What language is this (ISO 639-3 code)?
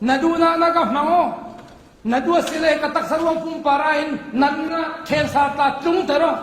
cfm